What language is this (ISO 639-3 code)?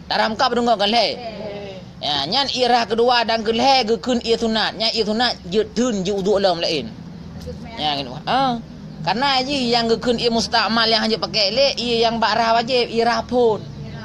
ace